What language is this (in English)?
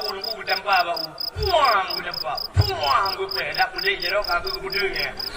Achinese